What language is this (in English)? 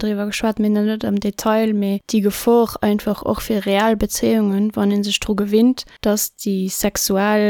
Luxembourgish